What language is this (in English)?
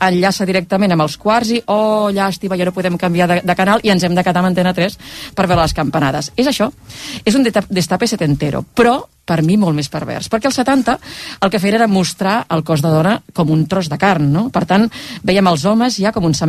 Catalan